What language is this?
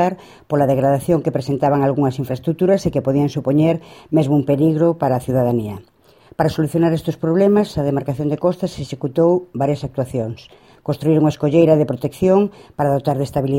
Galician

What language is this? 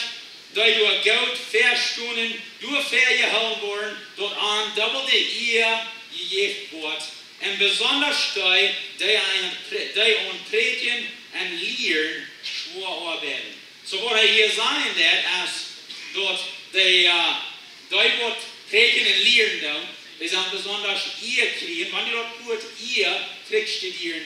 Plautdietsch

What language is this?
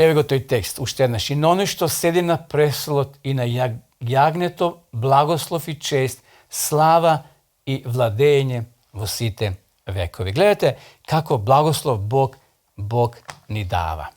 Macedonian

